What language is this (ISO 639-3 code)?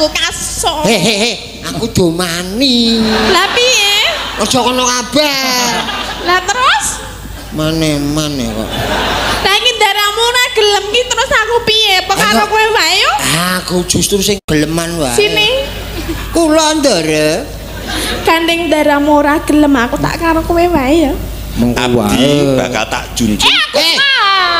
jav